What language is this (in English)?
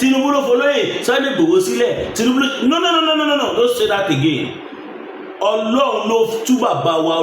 Yoruba